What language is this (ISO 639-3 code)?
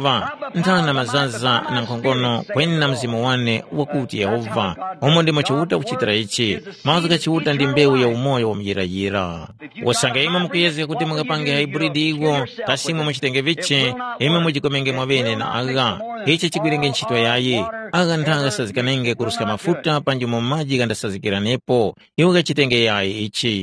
tum